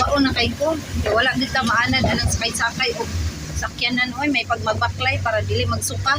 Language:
Cebuano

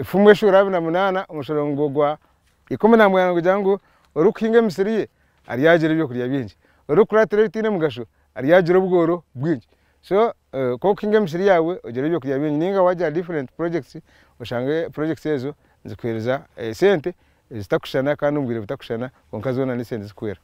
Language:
Nyankole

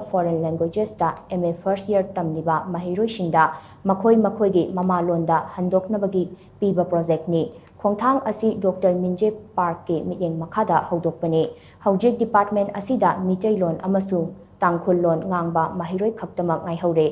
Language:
Manipuri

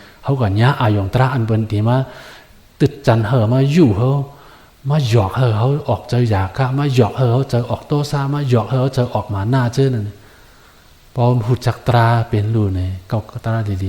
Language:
Shan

